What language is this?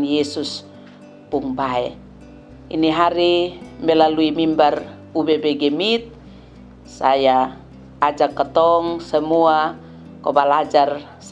Kupang Malay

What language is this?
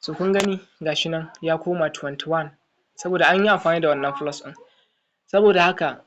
Hausa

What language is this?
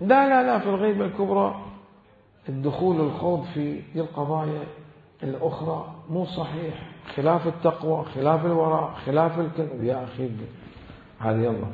Mesopotamian Arabic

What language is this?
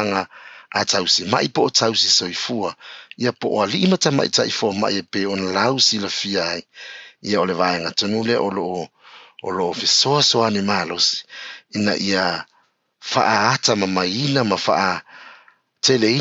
Samoan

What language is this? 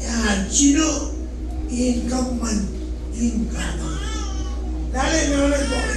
Marshallese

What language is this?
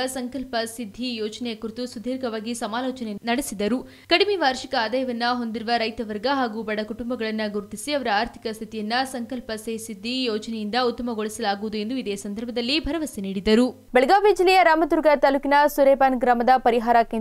Kannada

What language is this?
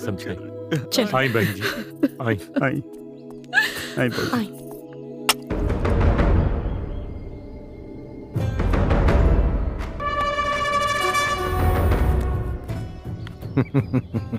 Bhojpuri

